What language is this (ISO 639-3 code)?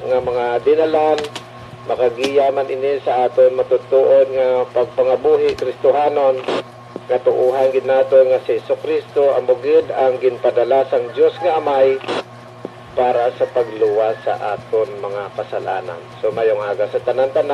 hil